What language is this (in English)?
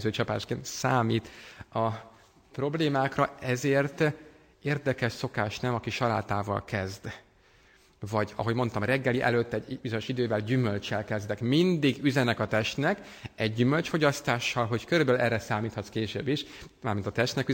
Hungarian